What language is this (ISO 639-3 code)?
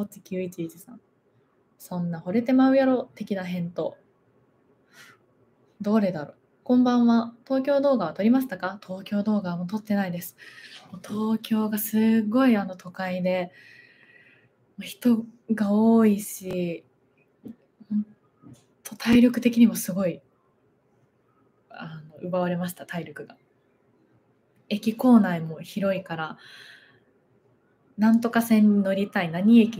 jpn